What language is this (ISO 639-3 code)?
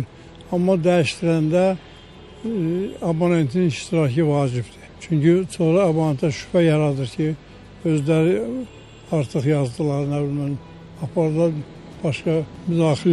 aze